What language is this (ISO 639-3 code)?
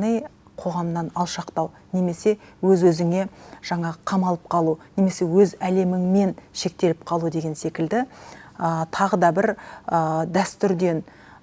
kaz